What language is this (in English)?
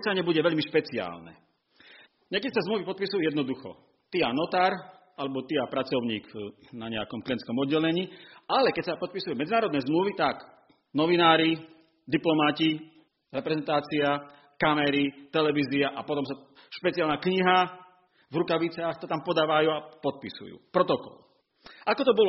Slovak